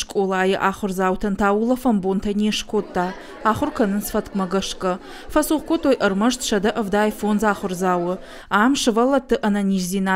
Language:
Ossetic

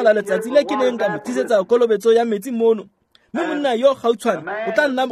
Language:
Tswana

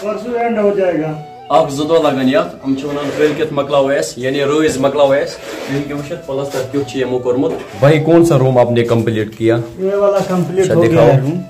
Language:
Kashmiri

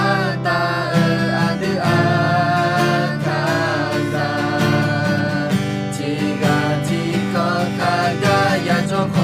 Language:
Akha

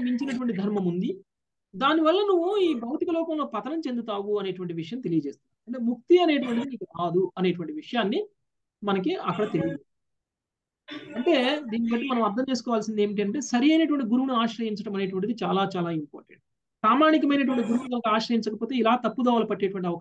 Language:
Telugu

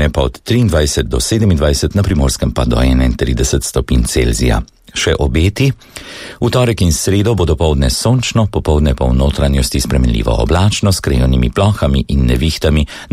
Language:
Slovenian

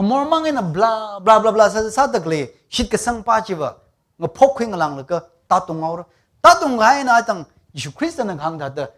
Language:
Tangkhul Naga (India)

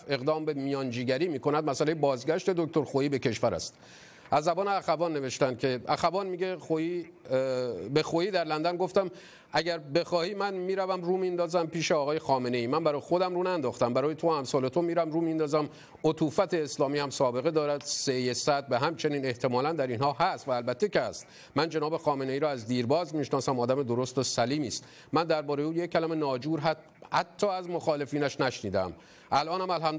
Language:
Persian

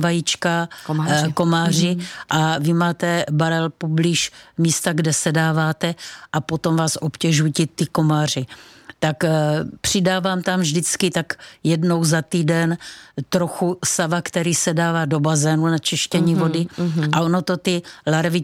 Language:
Czech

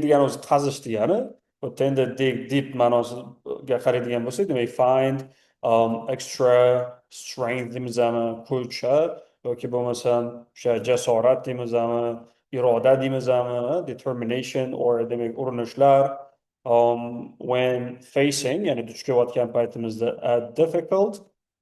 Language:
Uzbek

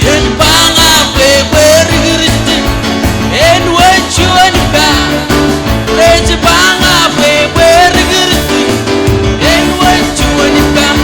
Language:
Marshallese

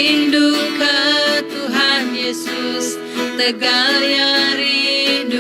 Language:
Iban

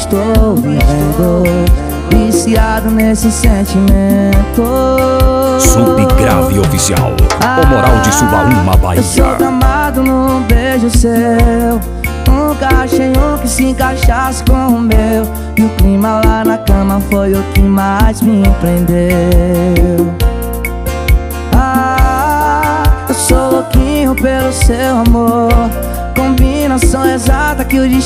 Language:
Portuguese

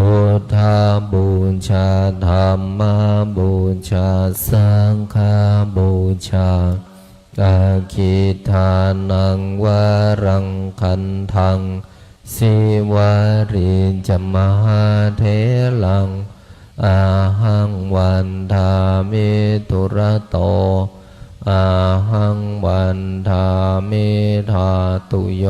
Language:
Pali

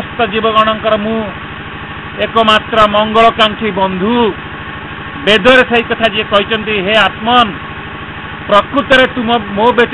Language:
Odia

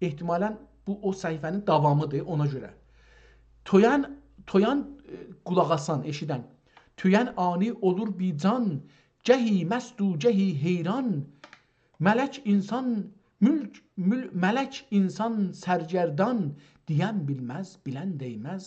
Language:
South Azerbaijani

